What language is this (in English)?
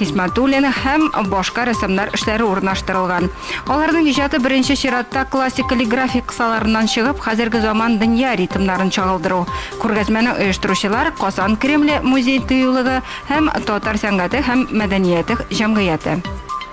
Tatar